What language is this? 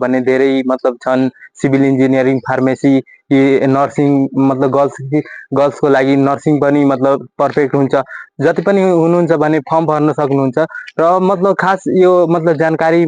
Nepali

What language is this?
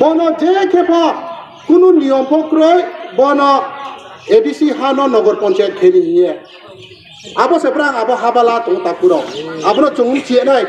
Riang (India)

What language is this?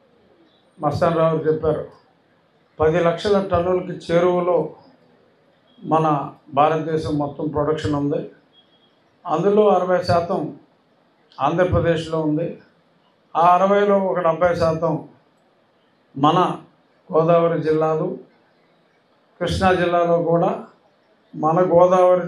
Telugu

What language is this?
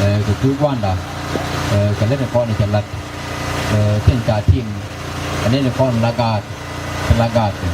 Nuer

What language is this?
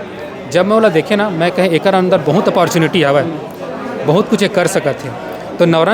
Chhattisgarhi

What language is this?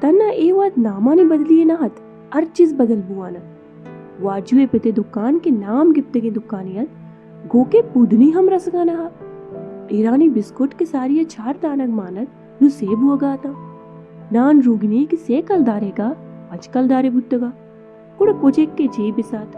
Baluchi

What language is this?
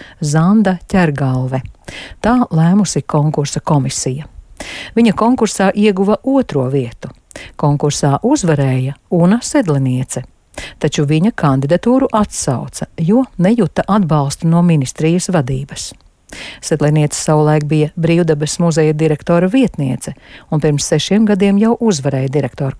Latvian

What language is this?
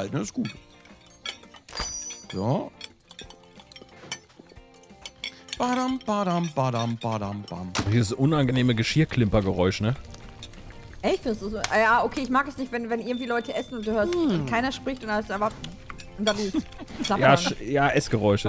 German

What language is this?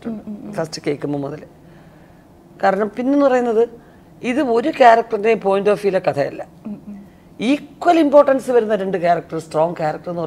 Malayalam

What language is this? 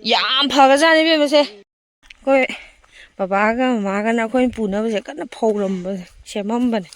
Manipuri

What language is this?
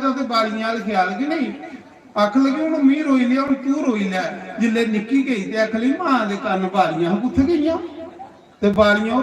Dogri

